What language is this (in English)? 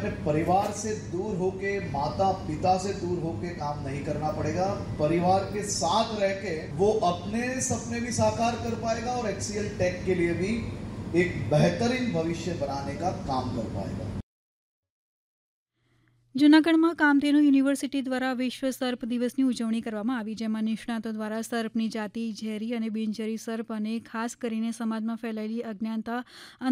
Gujarati